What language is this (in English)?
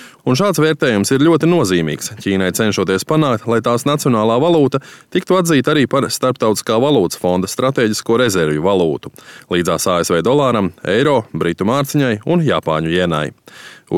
Latvian